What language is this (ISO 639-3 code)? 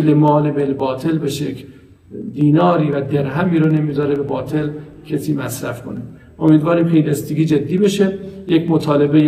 fas